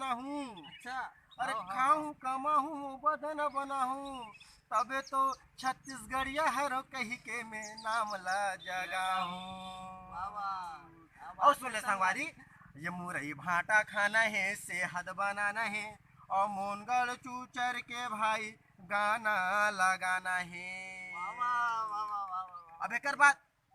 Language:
Chhattisgarhi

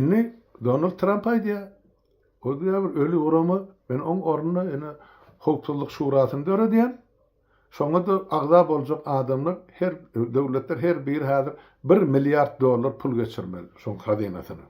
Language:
Turkmen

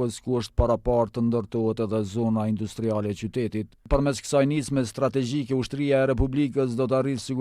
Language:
Albanian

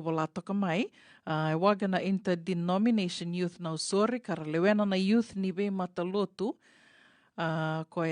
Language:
Fijian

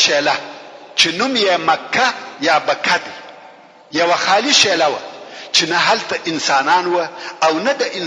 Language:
Pashto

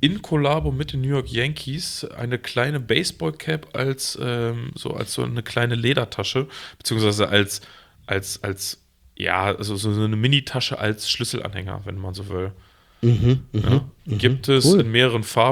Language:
German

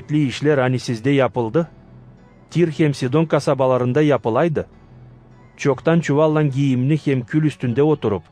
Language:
Gagauz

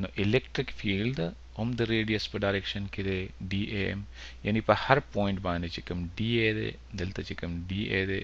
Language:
Pashto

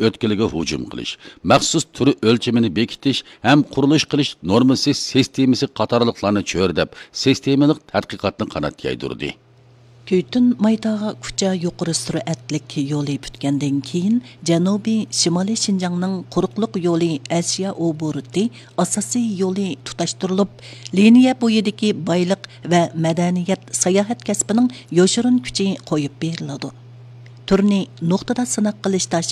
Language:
Uyghur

